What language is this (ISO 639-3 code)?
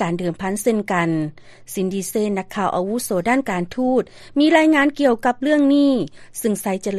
lao